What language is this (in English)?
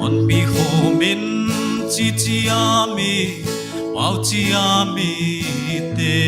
Paite Chin